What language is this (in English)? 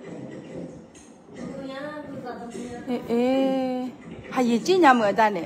S'gaw Karen